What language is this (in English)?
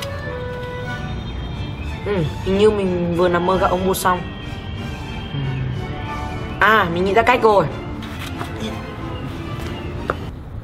Vietnamese